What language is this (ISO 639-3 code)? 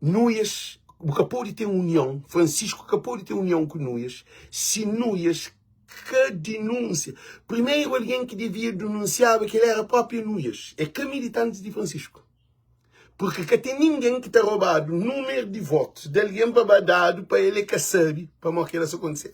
kea